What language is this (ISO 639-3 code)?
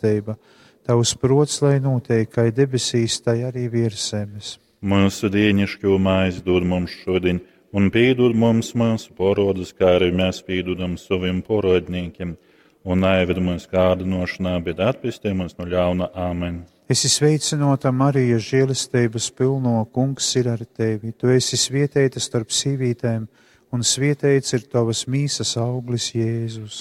ltg